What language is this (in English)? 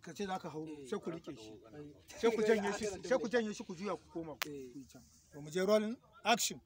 Hausa